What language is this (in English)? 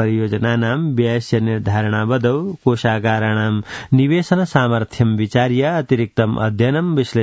Sanskrit